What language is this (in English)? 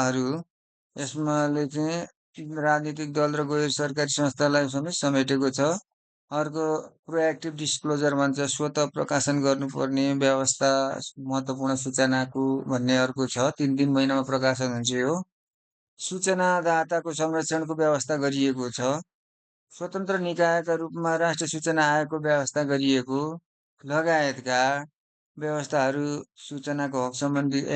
Nepali